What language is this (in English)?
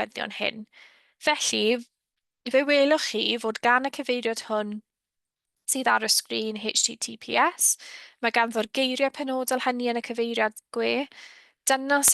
Welsh